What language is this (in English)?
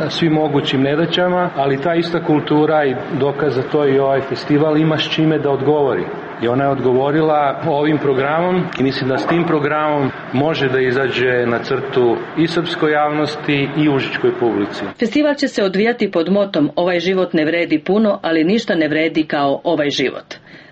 Serbian